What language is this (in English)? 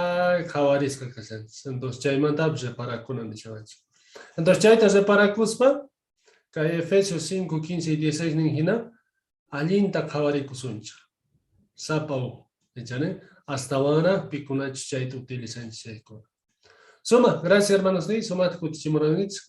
Quechua